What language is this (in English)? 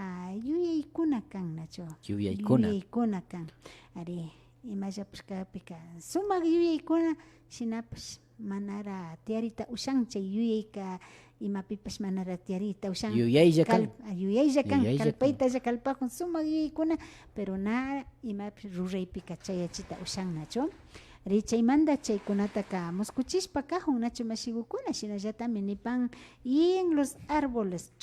Imbabura Highland Quichua